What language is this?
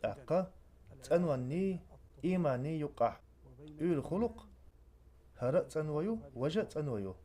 Chechen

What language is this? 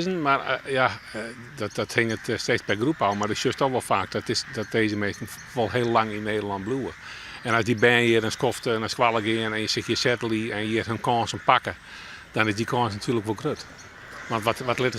Western Frisian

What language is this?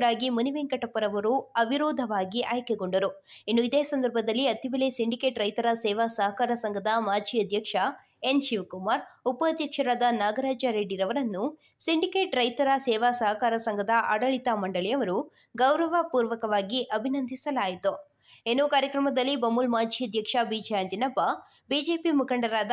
Kannada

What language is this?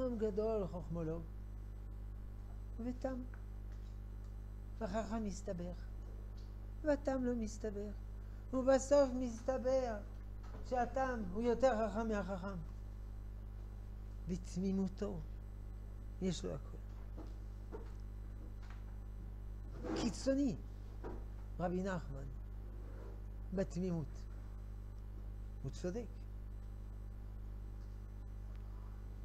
Hebrew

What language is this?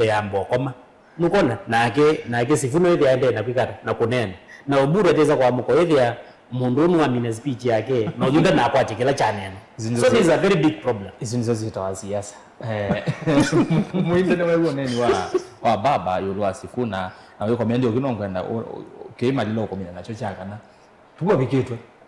Kamba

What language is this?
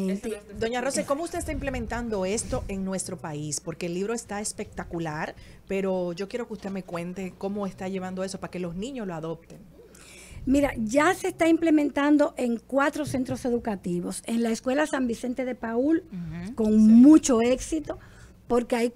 Spanish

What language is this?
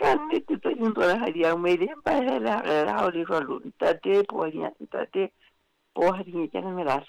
Southern Sotho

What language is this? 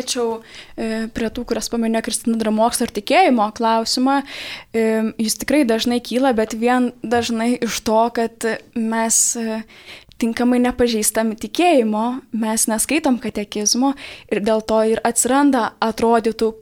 Lithuanian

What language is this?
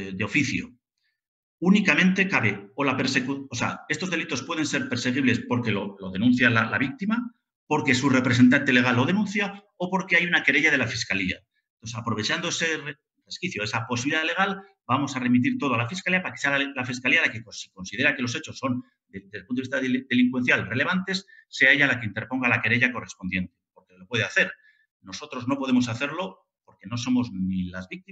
Spanish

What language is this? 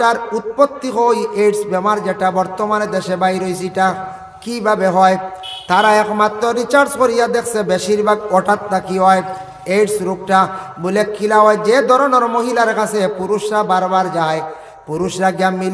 Sylheti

